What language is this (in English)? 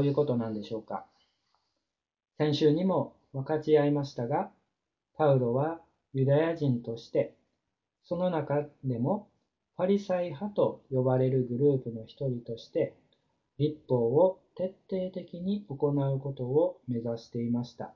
Japanese